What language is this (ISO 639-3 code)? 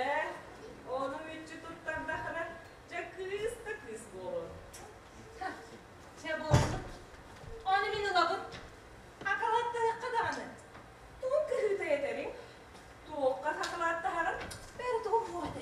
sah